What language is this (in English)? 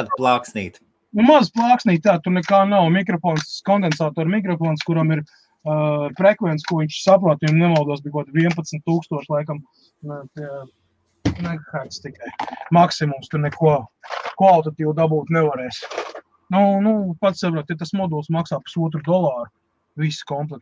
Latvian